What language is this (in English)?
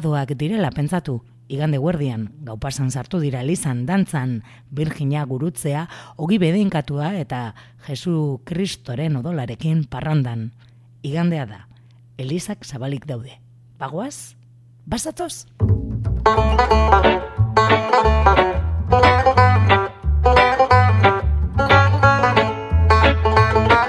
Basque